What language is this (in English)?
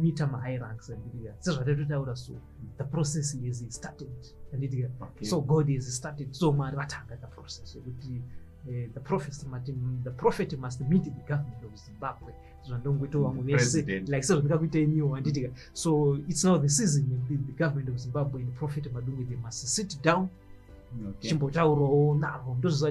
Shona